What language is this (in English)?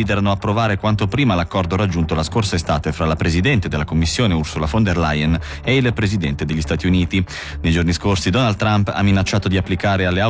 Italian